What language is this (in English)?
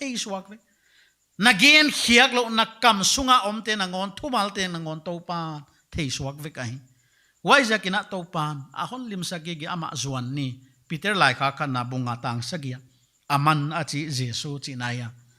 Paite Chin